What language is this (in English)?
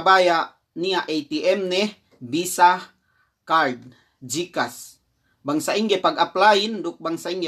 Yakan